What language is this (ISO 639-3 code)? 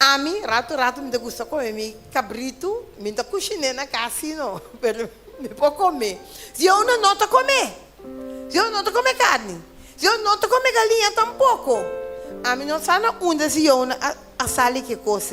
pap